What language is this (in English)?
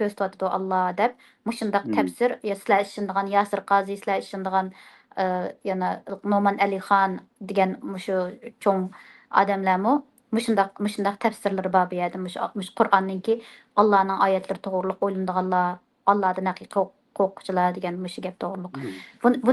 Uyghur